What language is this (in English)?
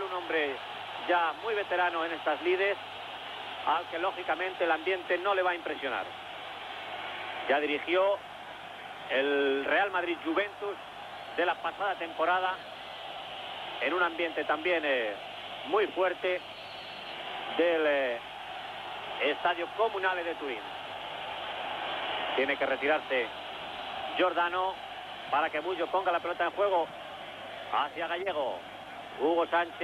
Spanish